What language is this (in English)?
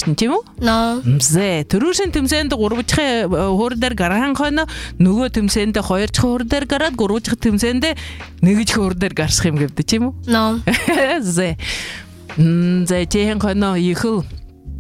Buriat